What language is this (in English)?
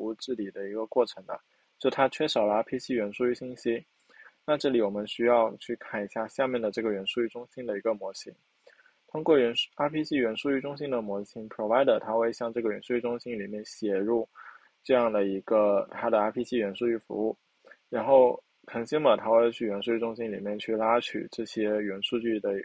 Chinese